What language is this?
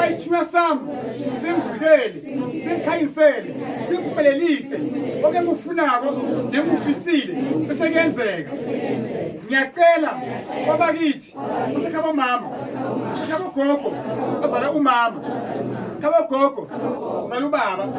Zulu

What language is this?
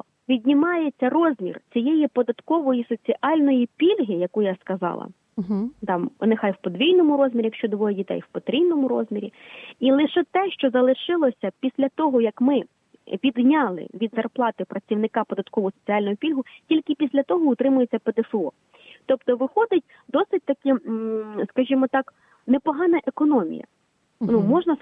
Ukrainian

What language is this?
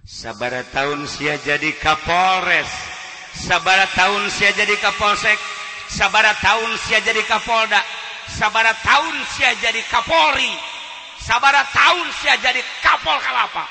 Sundanese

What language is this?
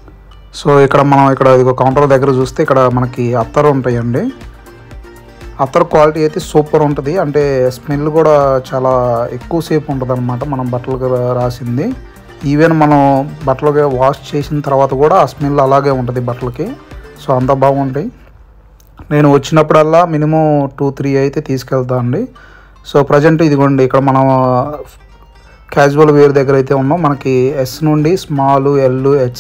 Telugu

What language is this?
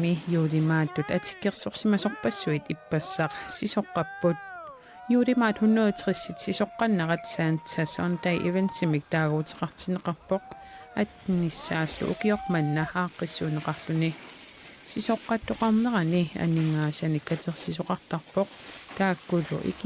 Kalaallisut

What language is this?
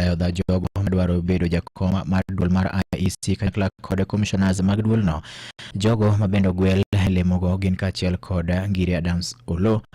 Luo (Kenya and Tanzania)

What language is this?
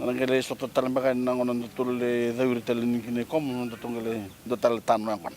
Fijian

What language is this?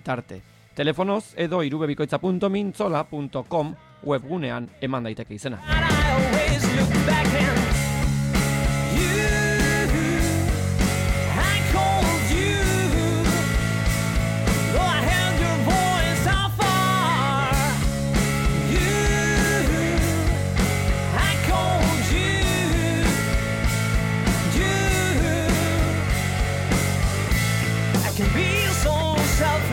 Basque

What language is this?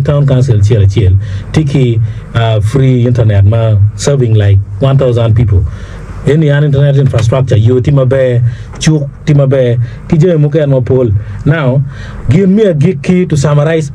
Acoli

